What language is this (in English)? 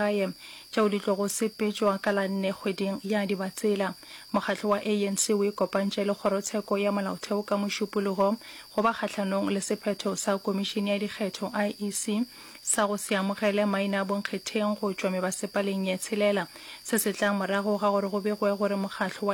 Northern Sotho